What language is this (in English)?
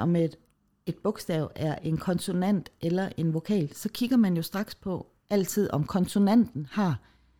Danish